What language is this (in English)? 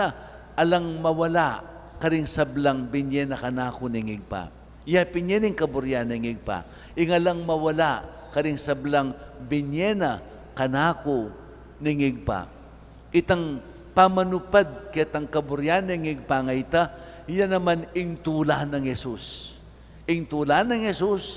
Pampanga